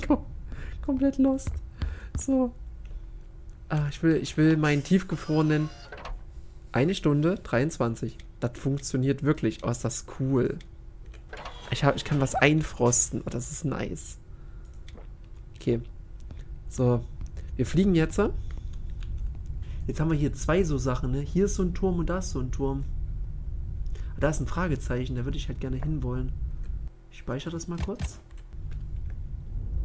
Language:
German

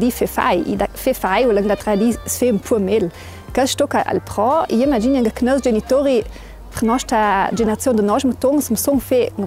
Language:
Ladin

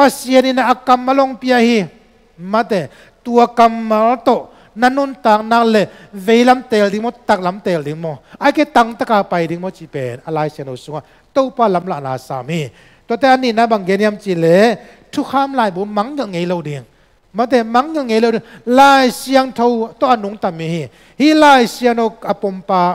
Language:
Tedim Chin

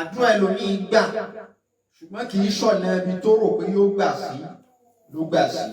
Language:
Yoruba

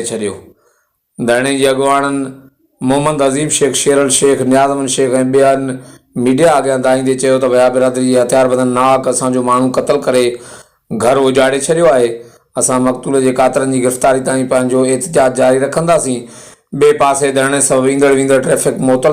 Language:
Sindhi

